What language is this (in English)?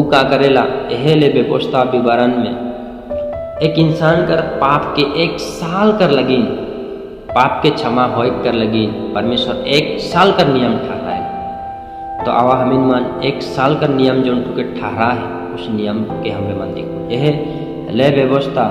Sadri